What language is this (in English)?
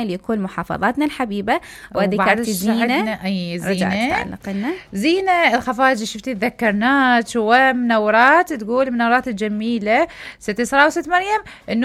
Mesopotamian Arabic